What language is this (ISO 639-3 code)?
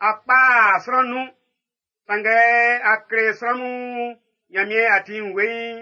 bci